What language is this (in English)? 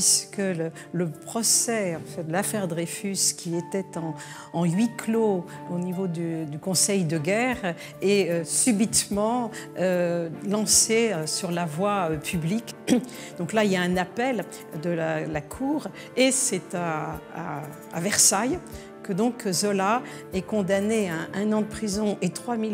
French